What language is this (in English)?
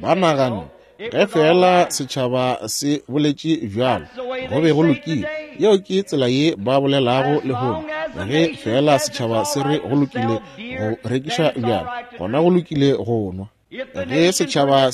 Northern Sotho